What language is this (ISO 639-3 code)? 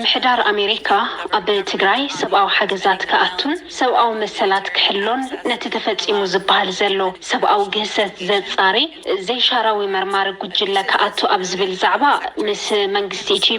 tir